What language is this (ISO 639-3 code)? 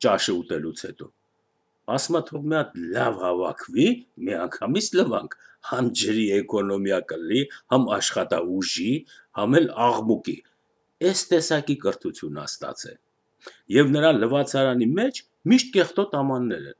hye